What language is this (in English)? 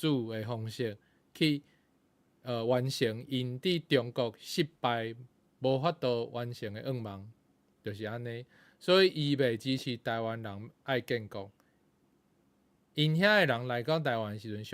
Min Nan Chinese